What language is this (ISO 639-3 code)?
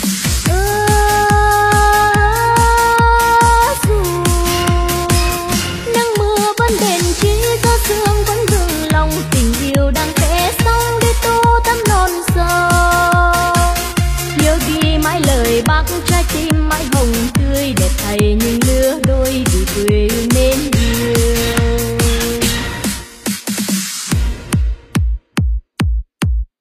vie